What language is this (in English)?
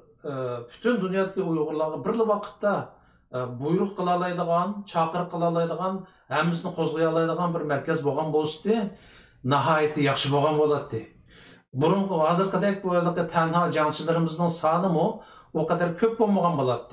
Uyghur